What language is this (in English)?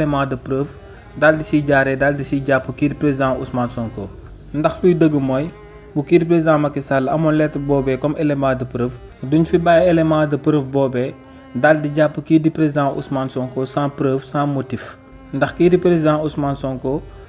Wolof